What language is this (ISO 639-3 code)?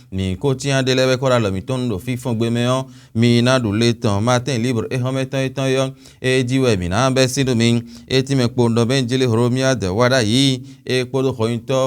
fon